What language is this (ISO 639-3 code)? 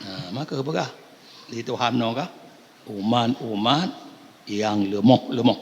ace